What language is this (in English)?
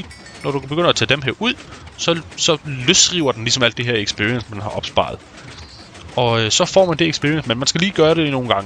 Danish